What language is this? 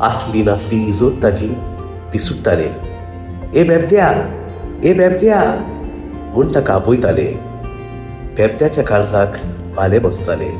Konkani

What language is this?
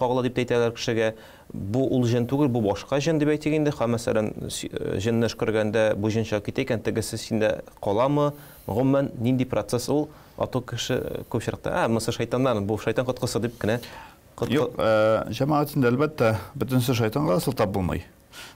Tatar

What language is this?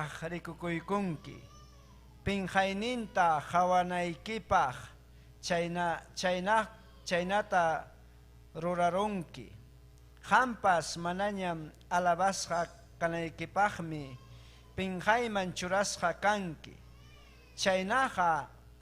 Ayacucho Quechua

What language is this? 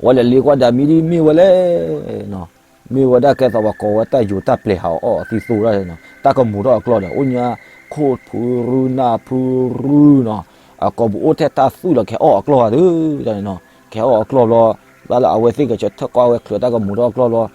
S'gaw Karen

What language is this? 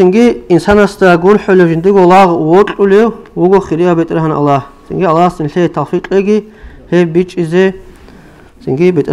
Avaric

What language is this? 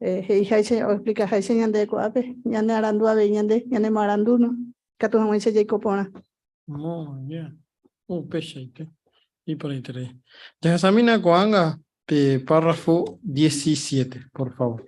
Guarani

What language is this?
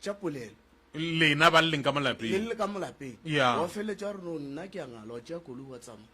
Northern Sotho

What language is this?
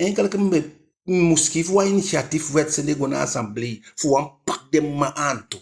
Eastern Maroon Creole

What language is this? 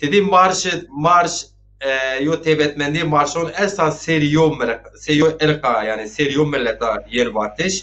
Zaza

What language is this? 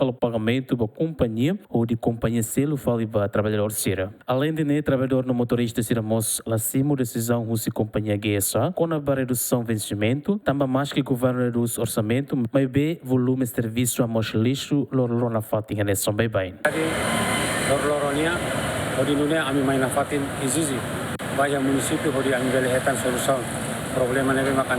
Tetum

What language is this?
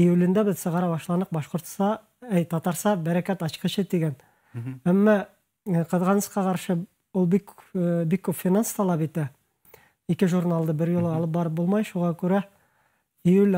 Bashkir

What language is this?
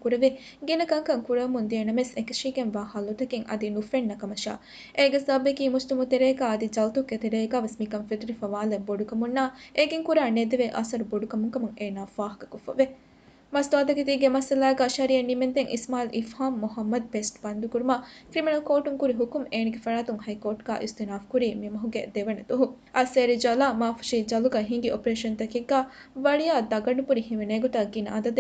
Divehi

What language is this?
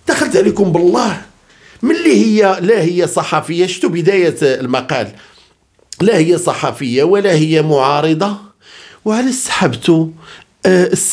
Moroccan Arabic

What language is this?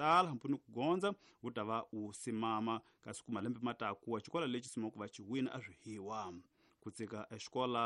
Tsonga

